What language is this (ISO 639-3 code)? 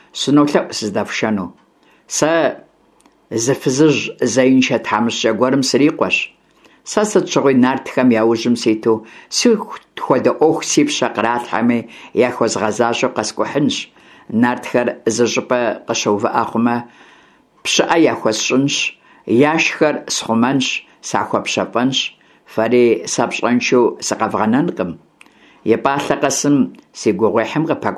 kbd